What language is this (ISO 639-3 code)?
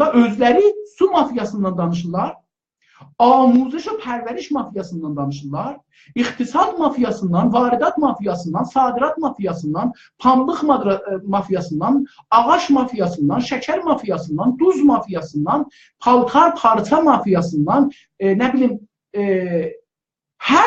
azb